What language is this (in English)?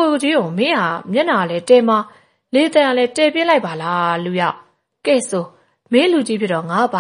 Burmese